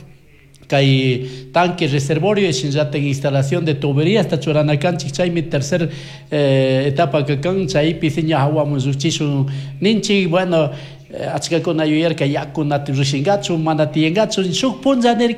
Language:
Chimborazo Highland Quichua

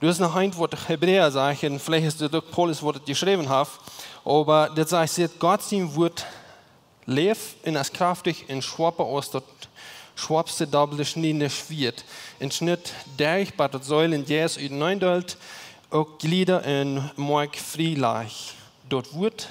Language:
Plautdietsch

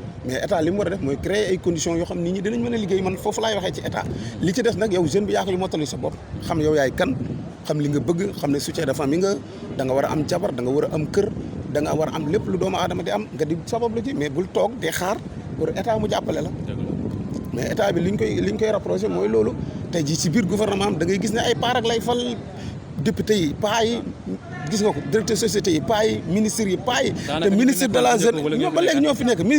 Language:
Wolof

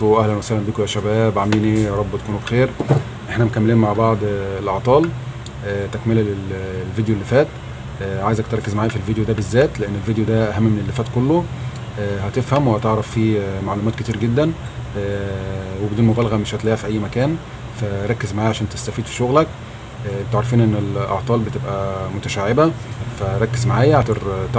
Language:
Egyptian Arabic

